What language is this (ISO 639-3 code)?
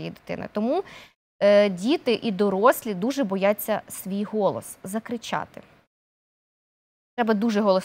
ukr